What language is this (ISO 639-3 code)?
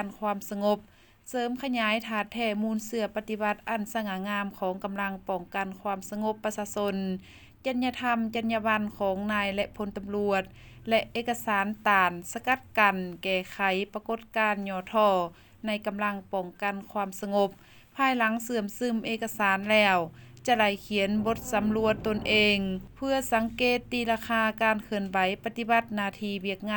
lao